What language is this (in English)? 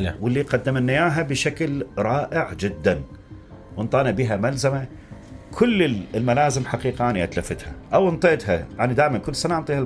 Mesopotamian Arabic